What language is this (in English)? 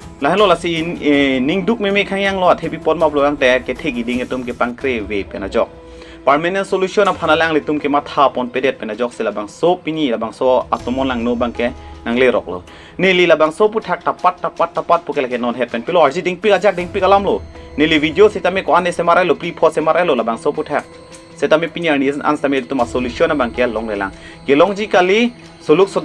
Karbi